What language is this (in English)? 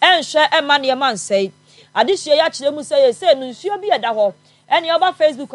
Akan